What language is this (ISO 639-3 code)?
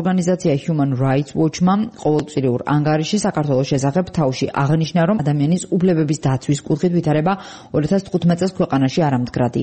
kat